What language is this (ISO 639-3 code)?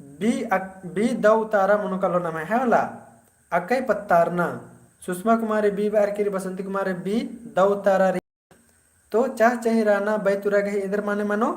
kru